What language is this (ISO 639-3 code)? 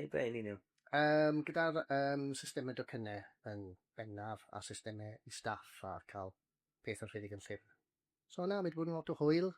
cym